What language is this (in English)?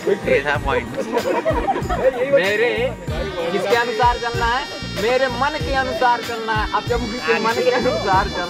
Hindi